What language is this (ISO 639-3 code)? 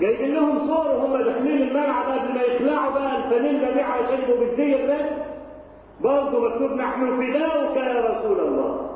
arz